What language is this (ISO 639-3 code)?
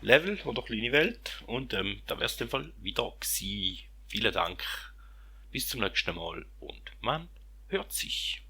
gsw